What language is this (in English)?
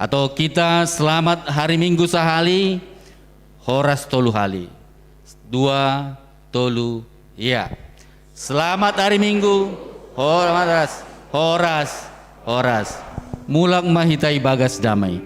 Batak Simalungun